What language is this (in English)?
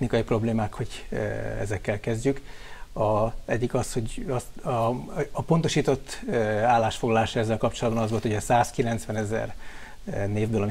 Hungarian